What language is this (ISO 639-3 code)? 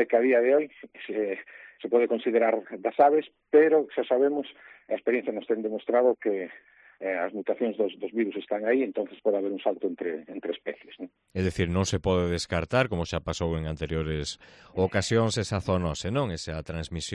glg